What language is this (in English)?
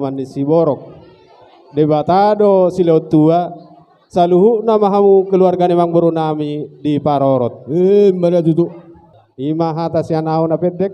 Batak Toba